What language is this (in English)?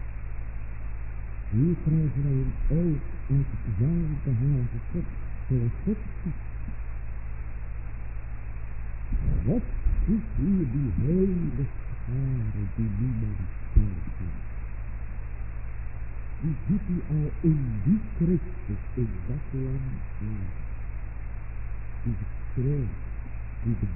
Dutch